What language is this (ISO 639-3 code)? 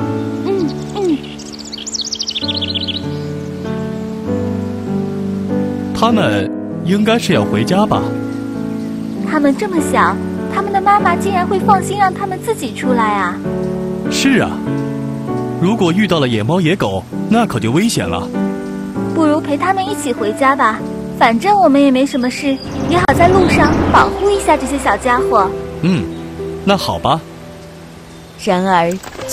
zho